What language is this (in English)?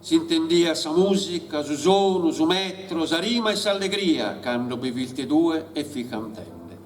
Sardinian